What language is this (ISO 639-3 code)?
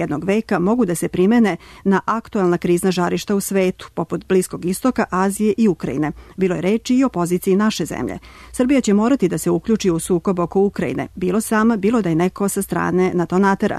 srp